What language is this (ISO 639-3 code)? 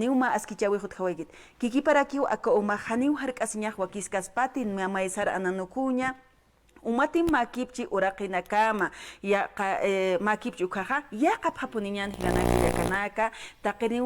aym